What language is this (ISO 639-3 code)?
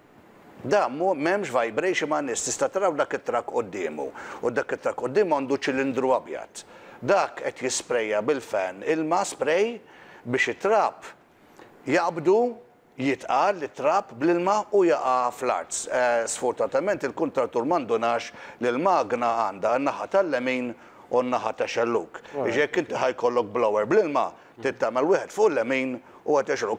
mlt